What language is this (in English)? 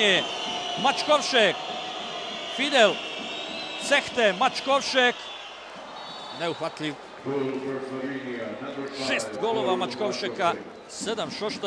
Croatian